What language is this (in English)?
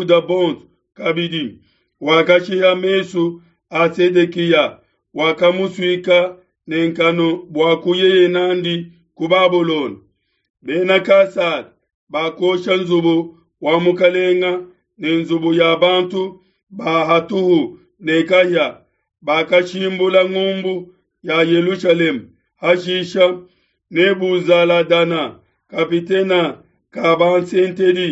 Luba-Lulua